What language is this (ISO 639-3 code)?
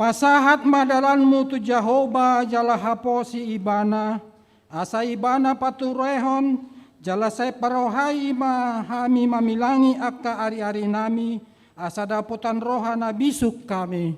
bbc